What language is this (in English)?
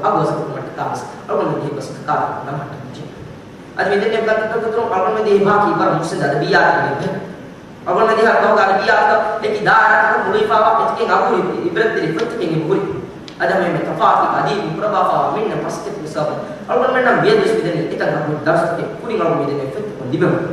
Divehi